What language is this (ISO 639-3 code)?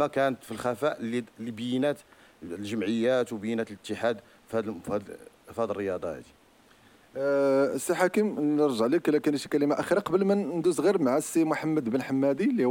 ary